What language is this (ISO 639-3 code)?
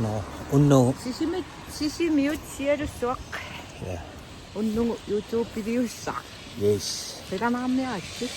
kal